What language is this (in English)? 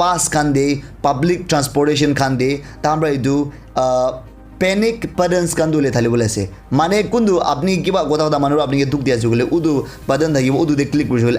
Naga Pidgin